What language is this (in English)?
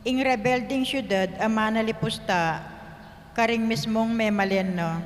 Pampanga